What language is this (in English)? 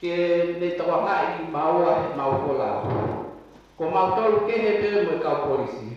Tongan